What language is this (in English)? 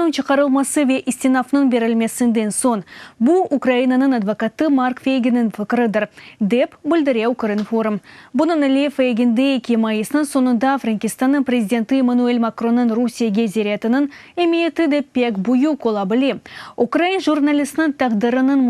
Crimean Tatar